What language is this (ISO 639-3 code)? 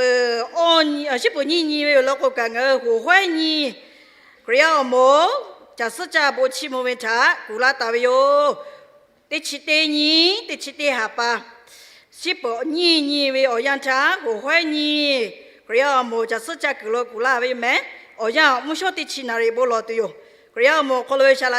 lhu